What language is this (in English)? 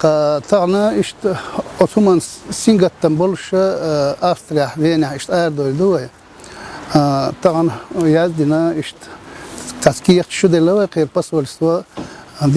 Chechen